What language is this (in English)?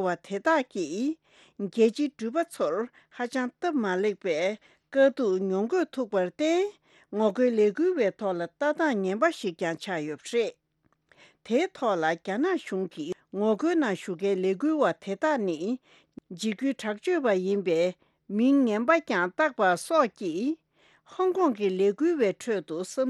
Tibetan